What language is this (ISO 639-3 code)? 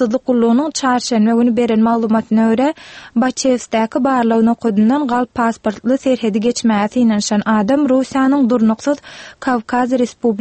tuk